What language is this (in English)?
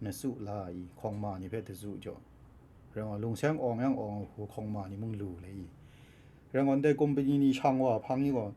Kachin